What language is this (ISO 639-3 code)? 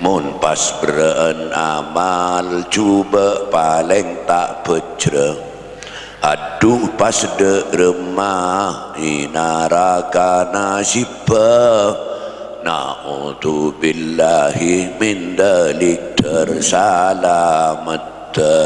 mad